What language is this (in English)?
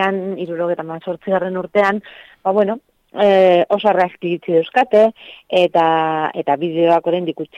Basque